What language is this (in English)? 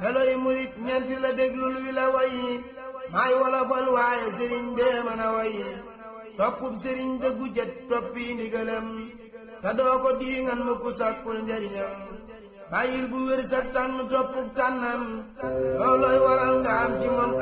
Wolof